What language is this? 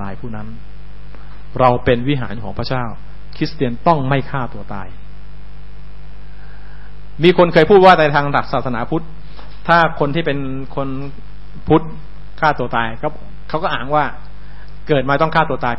Thai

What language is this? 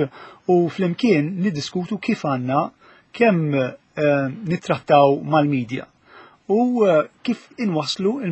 Maltese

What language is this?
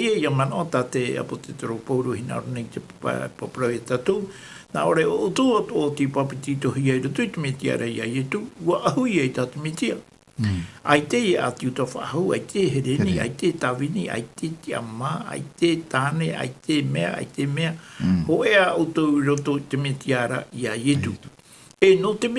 Tahitian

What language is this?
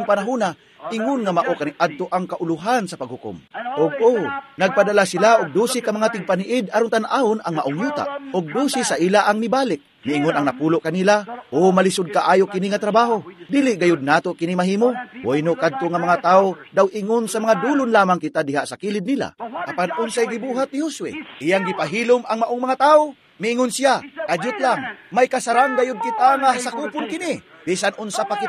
Cebuano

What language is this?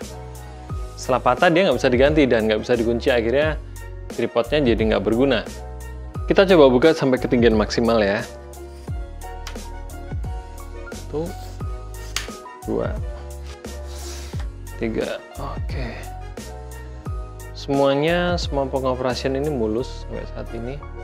Indonesian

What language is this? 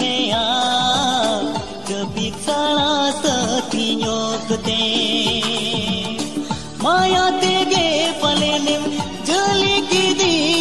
Santali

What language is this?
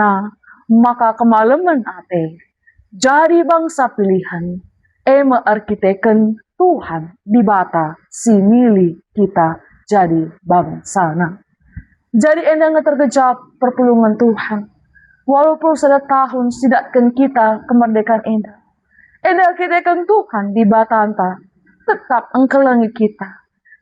Batak Karo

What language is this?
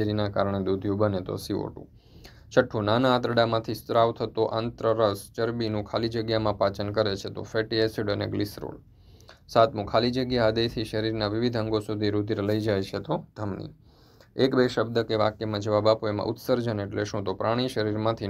Gujarati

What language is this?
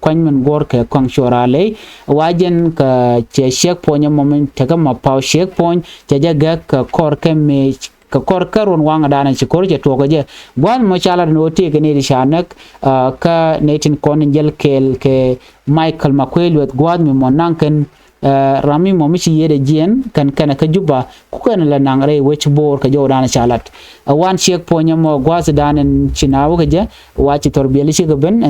Nuer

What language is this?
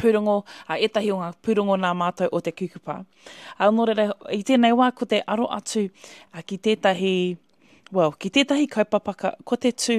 Māori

